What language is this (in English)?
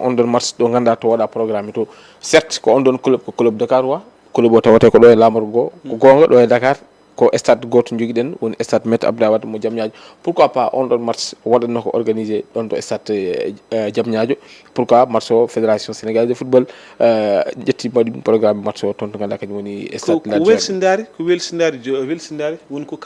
Fula